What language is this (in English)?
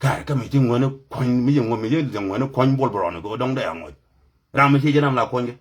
Nuer